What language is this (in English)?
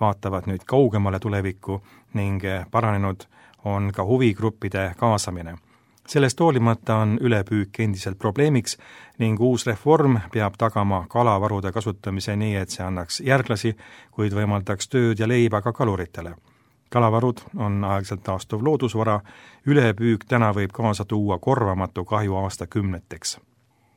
Estonian